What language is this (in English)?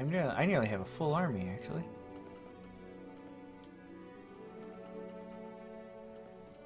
English